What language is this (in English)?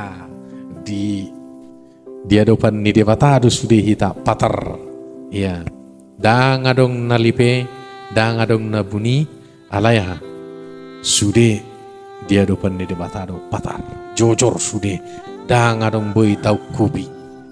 Batak Toba